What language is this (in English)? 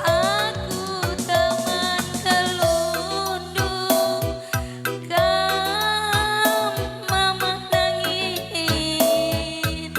Batak Karo